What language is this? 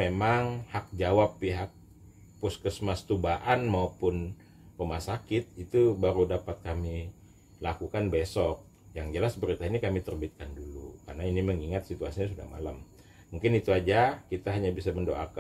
Indonesian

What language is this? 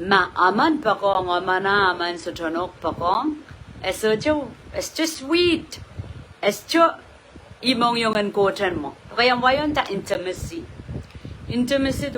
Pohnpeian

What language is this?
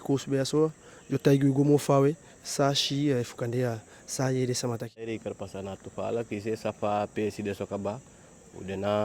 Eastern Maroon Creole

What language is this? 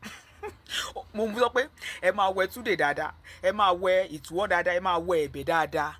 Yoruba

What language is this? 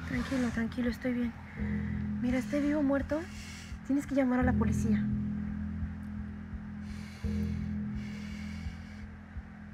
Spanish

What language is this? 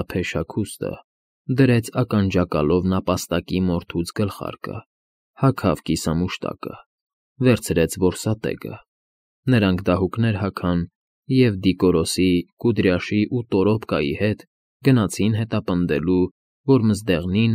Armenian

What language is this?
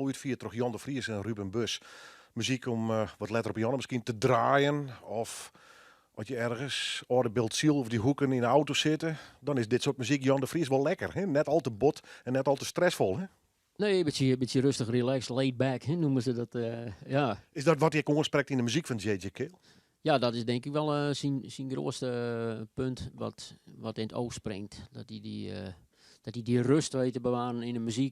Western Frisian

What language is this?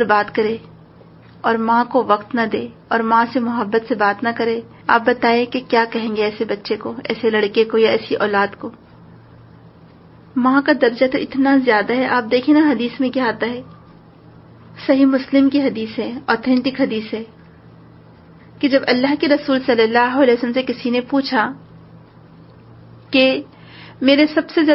Urdu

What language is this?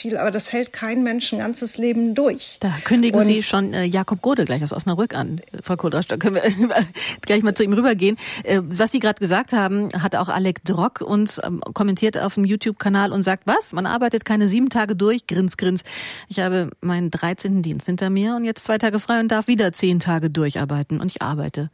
German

